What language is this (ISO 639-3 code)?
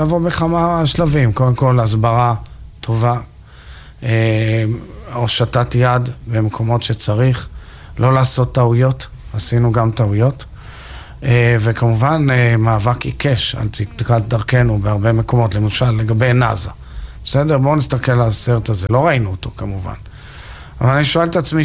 heb